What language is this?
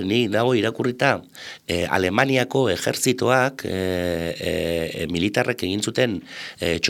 Basque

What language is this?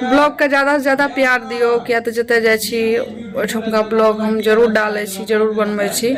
Maithili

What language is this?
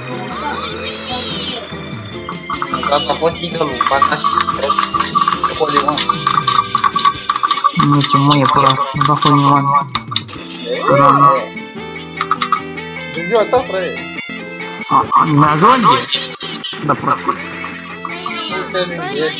Romanian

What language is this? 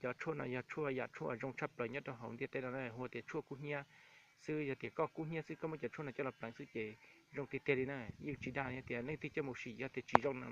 Hmong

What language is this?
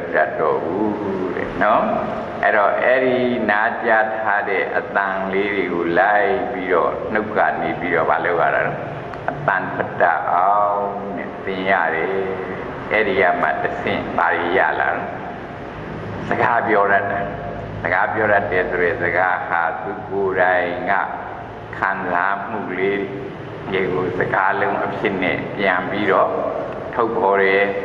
Burmese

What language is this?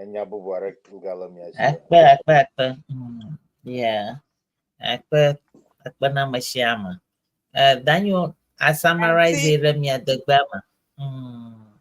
Ewe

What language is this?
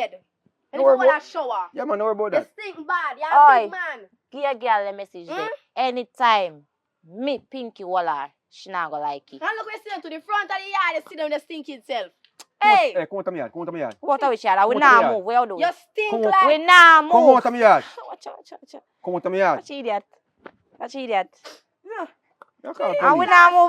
Jamaican Creole English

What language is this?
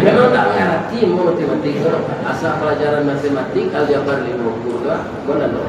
Minangkabau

